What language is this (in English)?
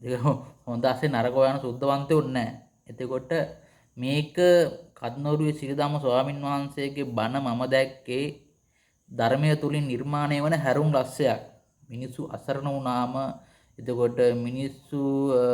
Sinhala